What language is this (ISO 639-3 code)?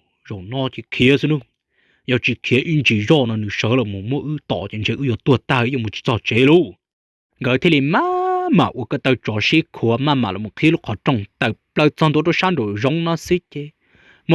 hmn